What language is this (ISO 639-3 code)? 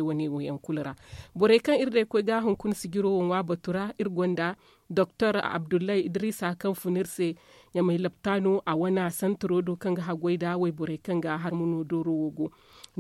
dje